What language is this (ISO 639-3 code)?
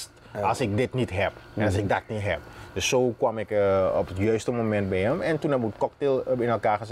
nld